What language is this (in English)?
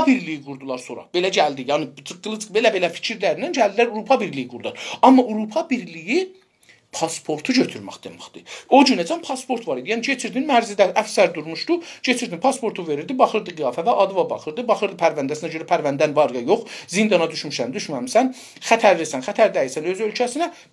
South Azerbaijani